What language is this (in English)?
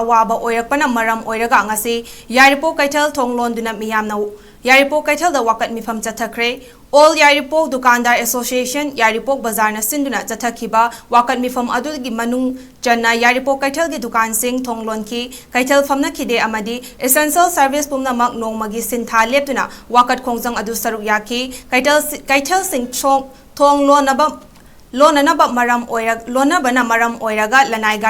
Manipuri